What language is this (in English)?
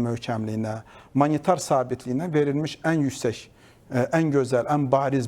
Azerbaijani